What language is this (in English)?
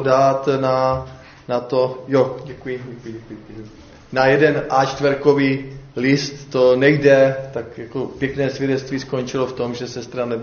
Czech